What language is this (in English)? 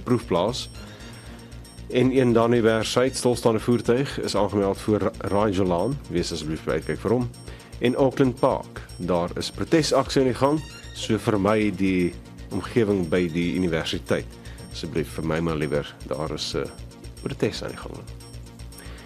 Afrikaans